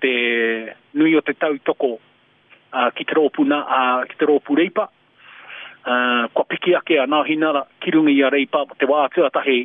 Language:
Māori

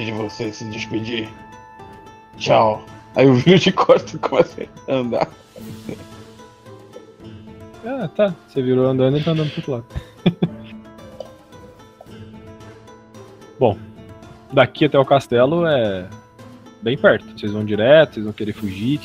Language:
Portuguese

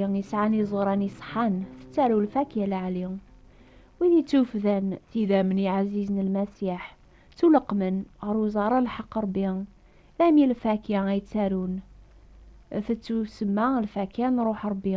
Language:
Kabyle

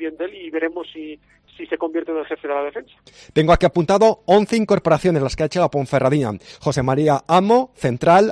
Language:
Spanish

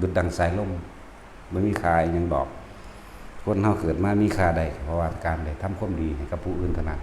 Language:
Northeastern Thai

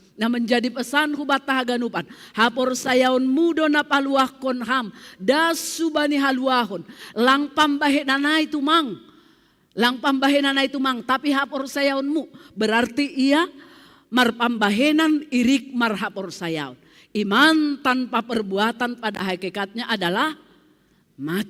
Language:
Batak Simalungun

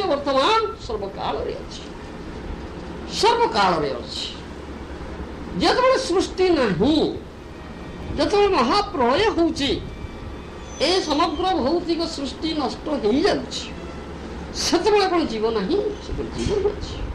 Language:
Odia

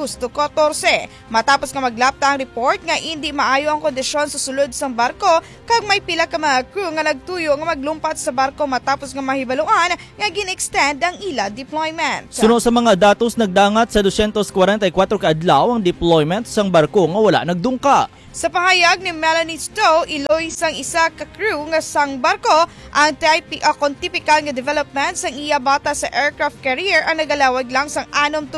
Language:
Hiligaynon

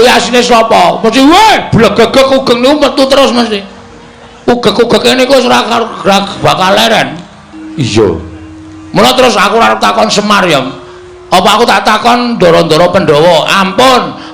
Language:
Javanese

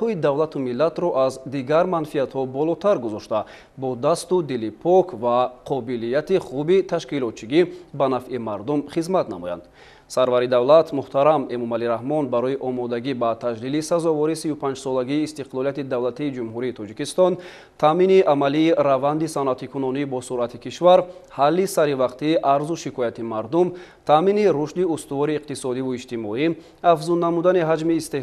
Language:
Tajik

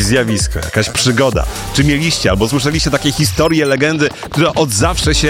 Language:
Polish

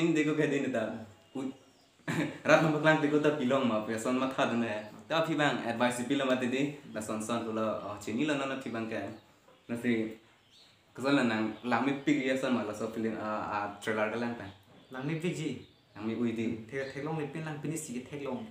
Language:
Karbi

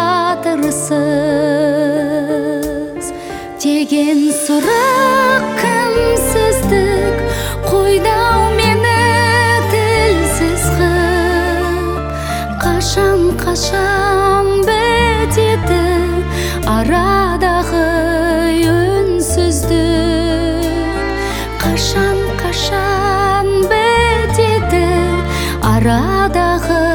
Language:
Kazakh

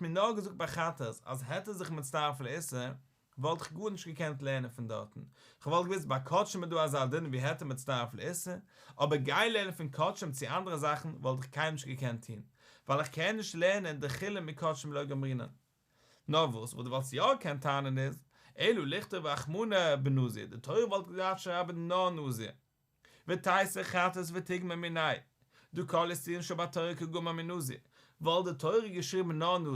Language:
Yiddish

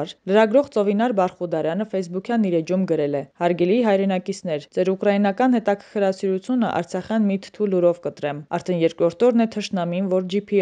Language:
Armenian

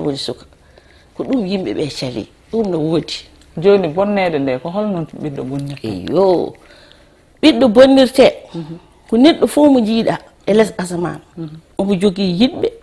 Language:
Fula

